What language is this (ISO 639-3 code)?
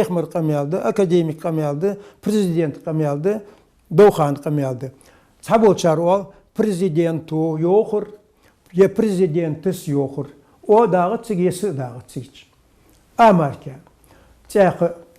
inh